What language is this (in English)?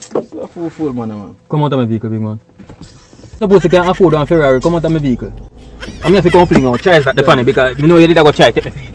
Jamaican Creole English